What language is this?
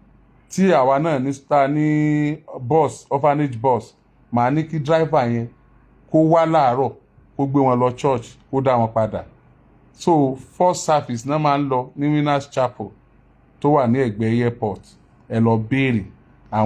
Yoruba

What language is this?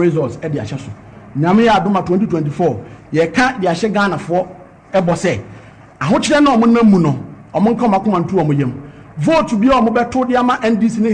Akan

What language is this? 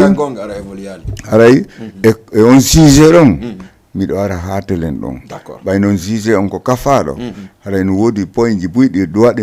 Fula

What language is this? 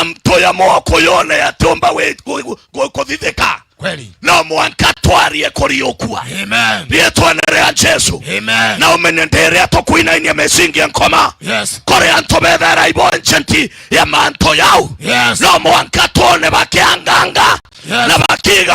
Meru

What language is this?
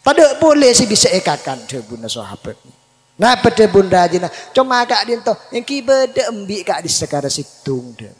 Madurese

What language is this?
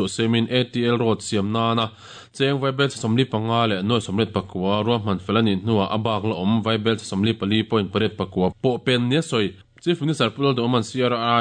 Mizo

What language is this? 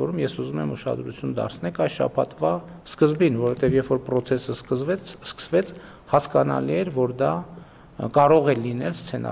Armenian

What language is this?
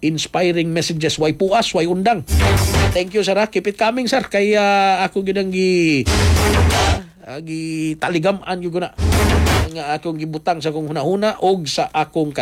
Cebuano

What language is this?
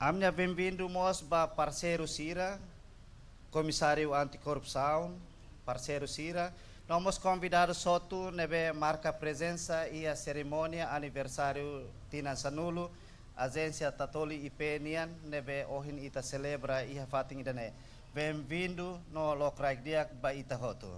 Tetum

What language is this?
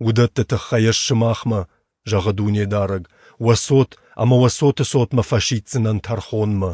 Ossetic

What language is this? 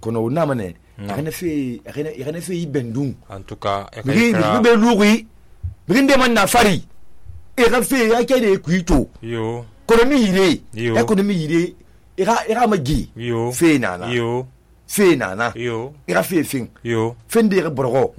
Susu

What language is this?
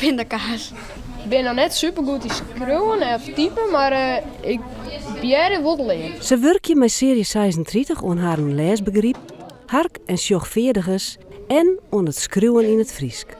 Western Frisian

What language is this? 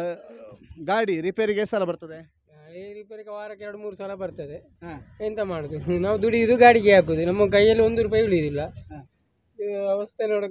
Kannada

